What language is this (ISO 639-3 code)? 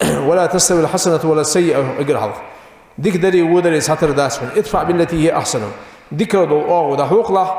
inh